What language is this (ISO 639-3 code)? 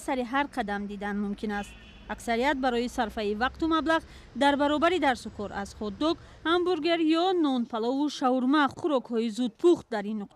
tgk